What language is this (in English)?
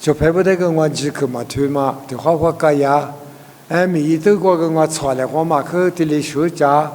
Lisu